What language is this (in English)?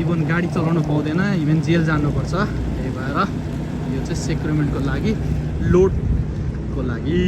Nepali